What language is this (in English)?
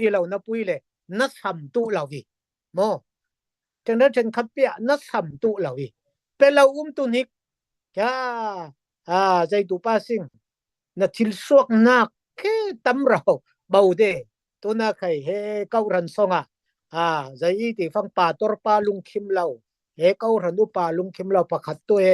Falam Chin